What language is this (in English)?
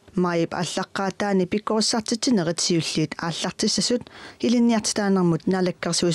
Kalaallisut